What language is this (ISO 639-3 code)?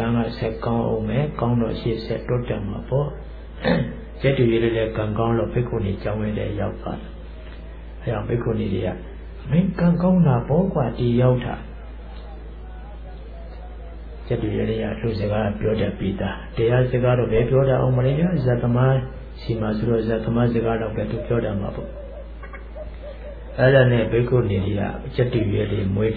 mya